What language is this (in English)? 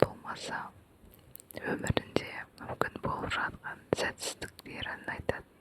Kazakh